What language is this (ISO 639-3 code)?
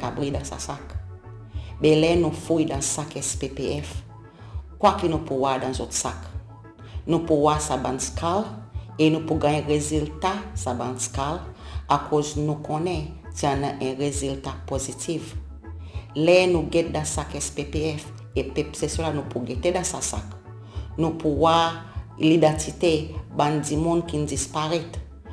crs